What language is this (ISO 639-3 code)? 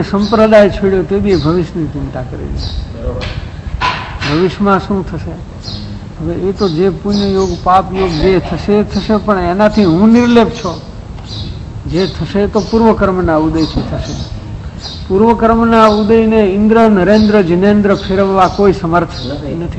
guj